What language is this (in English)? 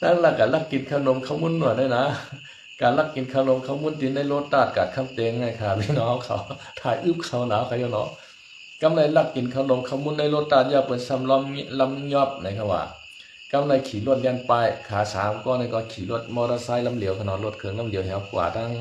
Shan